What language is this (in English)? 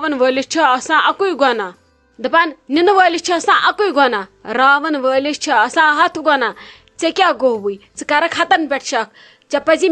Kashmiri